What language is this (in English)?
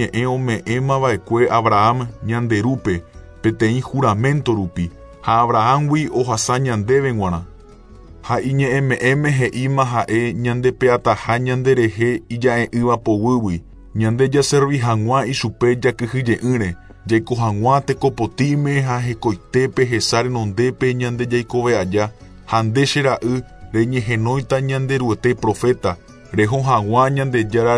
Guarani